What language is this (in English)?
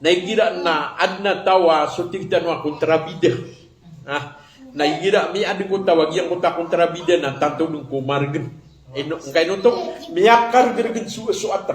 Maranao